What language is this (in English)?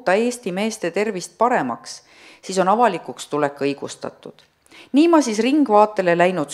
Estonian